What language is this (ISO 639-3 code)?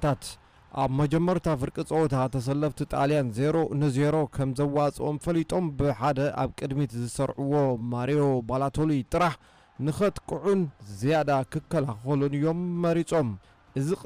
tir